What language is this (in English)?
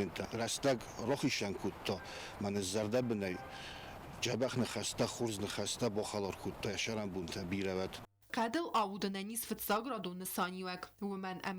Ossetic